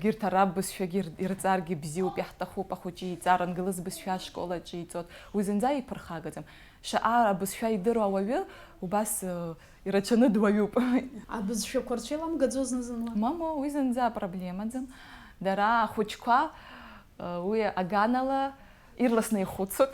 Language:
Abkhazian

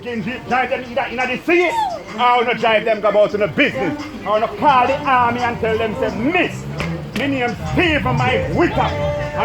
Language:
Jamaican Creole English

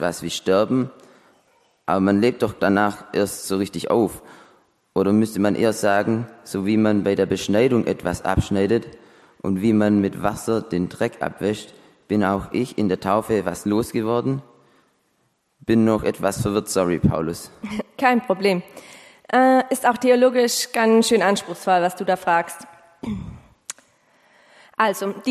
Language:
German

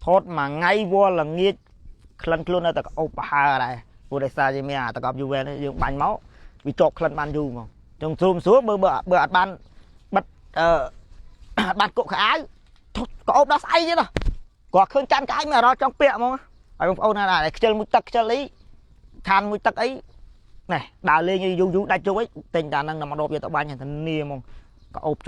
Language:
Khmer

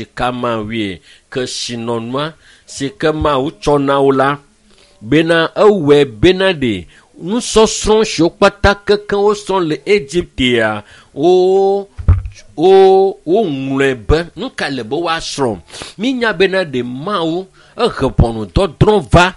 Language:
Ewe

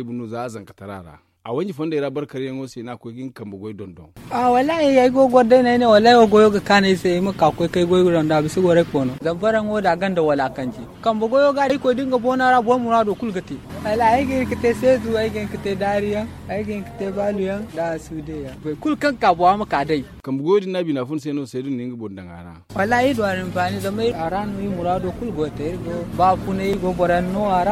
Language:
Zarma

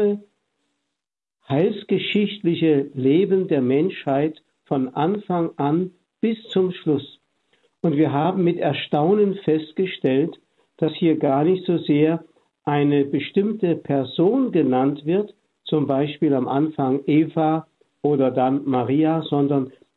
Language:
German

